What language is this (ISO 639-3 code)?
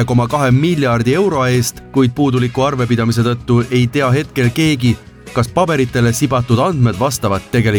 est